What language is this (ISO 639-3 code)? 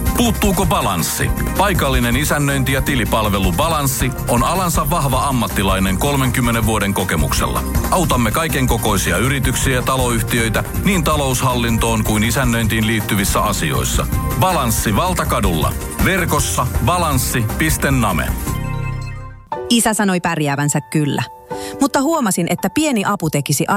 fin